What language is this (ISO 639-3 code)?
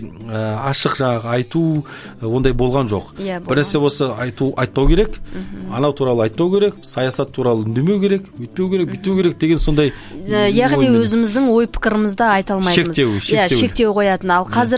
kaz